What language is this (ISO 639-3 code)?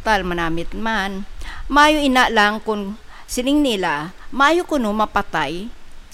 hil